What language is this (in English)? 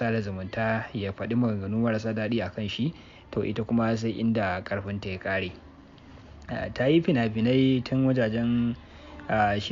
Hausa